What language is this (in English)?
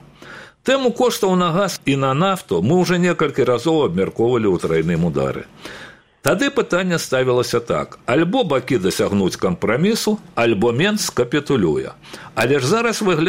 Belarusian